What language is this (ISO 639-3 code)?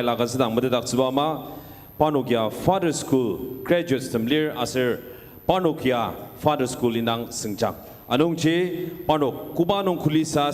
njo